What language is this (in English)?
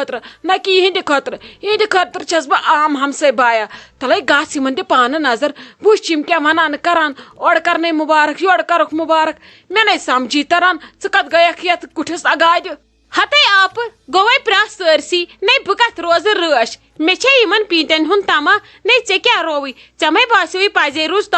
Kashmiri